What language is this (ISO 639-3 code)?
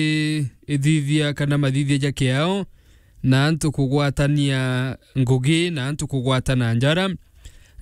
mer